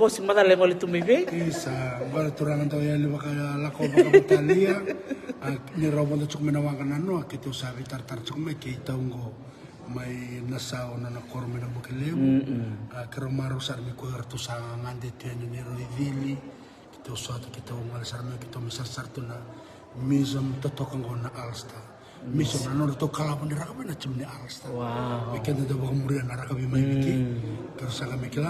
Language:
Fijian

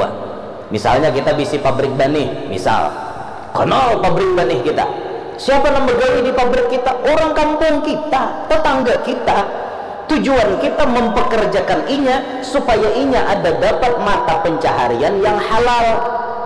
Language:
Banjar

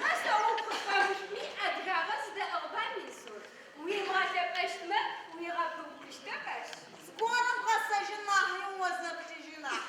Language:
Adyghe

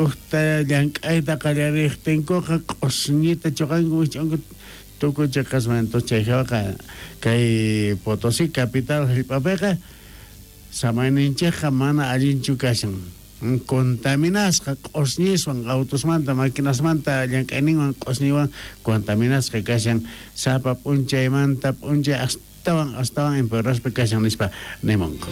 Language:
South Bolivian Quechua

